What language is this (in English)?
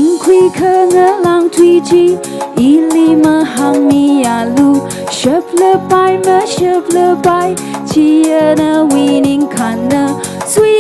Tangkhul Naga (India)